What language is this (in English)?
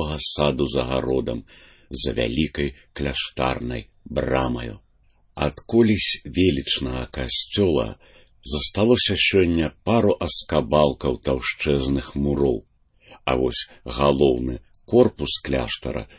Belarusian